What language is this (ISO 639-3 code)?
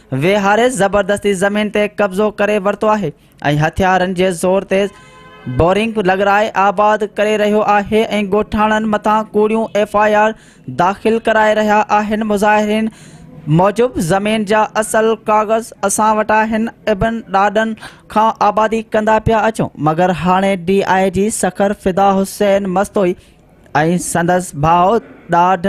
snd